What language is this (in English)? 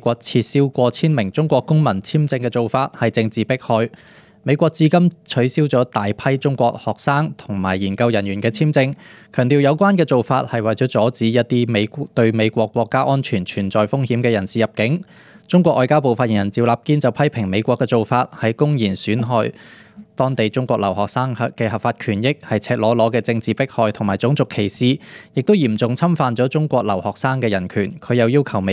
Cantonese